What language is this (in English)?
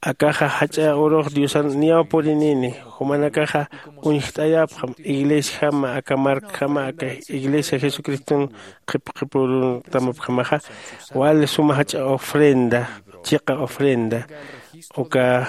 Aymara